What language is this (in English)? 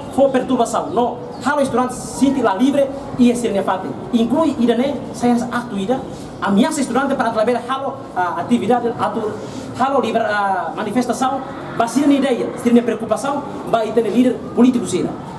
Tetum